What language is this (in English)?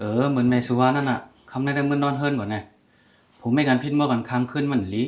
Shan